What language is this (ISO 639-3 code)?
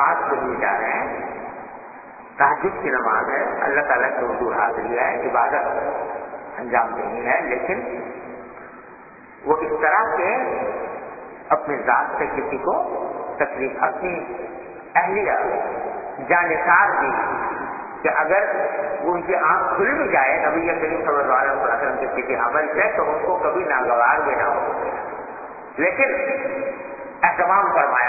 urd